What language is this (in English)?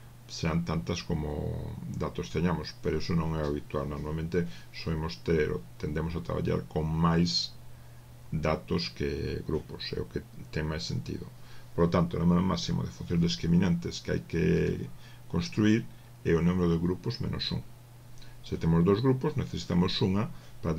Galician